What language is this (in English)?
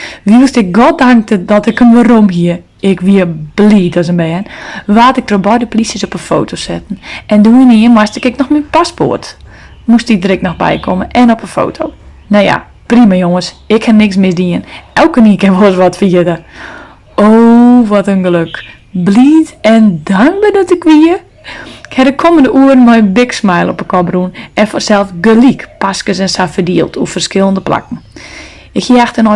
Western Frisian